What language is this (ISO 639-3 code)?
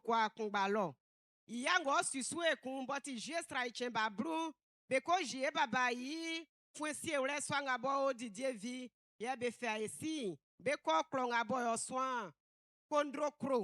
bci